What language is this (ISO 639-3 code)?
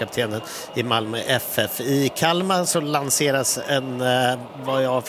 swe